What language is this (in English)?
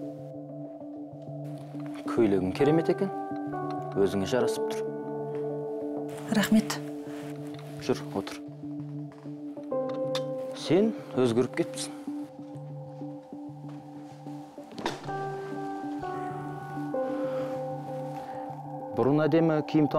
Kazakh